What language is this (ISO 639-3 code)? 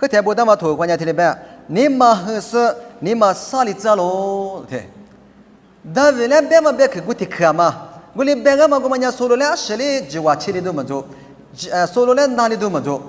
lis